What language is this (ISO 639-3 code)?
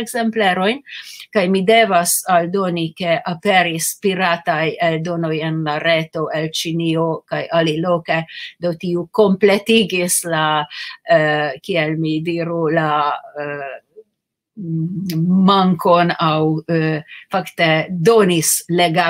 epo